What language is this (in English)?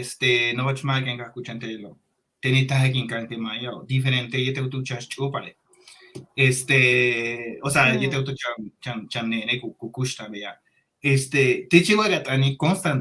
Yucateco